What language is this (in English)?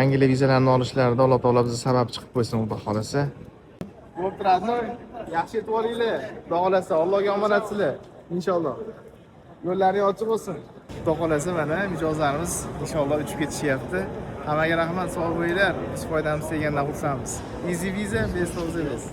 Uzbek